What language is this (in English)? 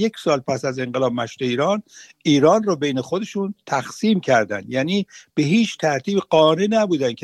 Persian